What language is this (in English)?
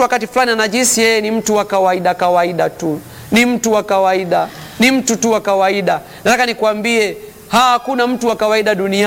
Swahili